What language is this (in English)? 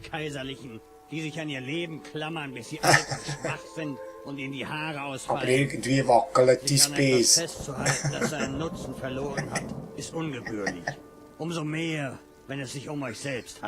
Swiss German